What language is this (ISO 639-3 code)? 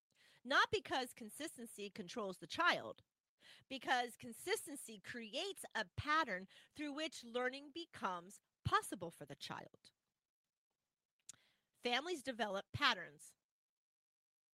eng